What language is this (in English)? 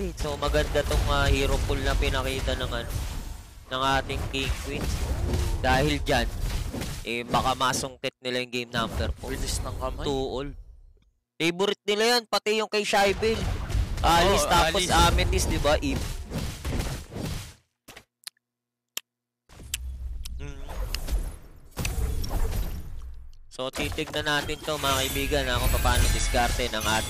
Filipino